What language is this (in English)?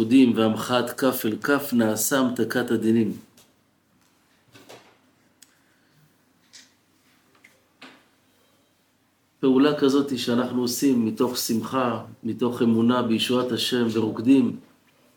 Hebrew